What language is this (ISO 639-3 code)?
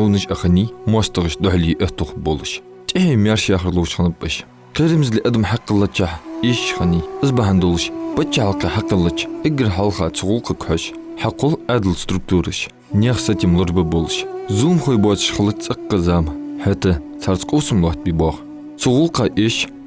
inh